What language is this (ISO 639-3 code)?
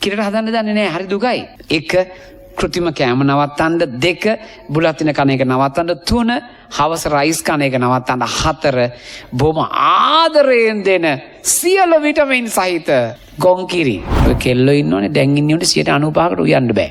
sin